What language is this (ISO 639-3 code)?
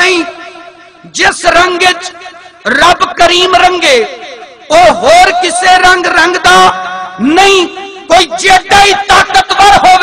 skr